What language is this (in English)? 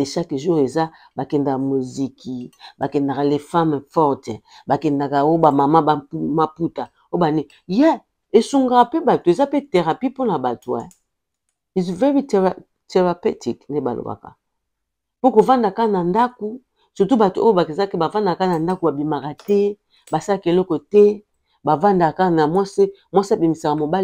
Lingala